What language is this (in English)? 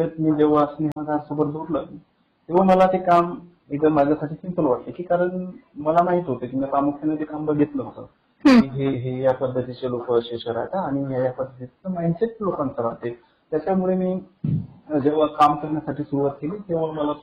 Marathi